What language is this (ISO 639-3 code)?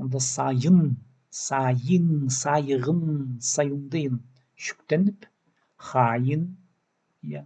kjh